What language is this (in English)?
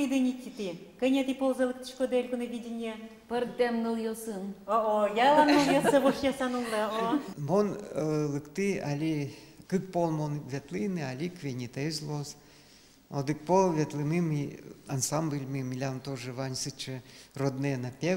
Udmurt